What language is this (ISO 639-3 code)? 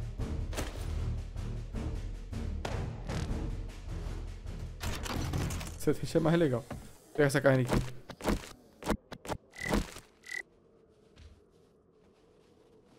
por